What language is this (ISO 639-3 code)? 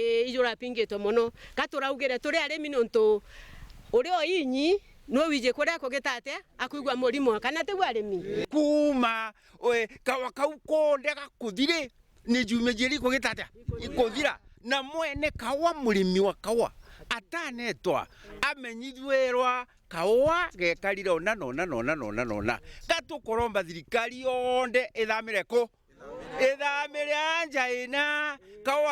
mer